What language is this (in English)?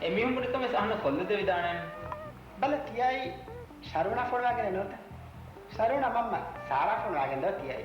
Divehi